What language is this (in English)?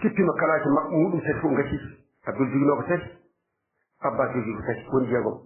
Fula